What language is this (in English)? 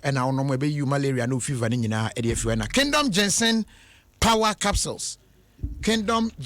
Akan